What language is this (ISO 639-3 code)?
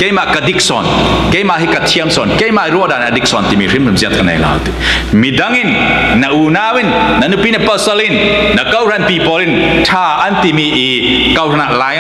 cfm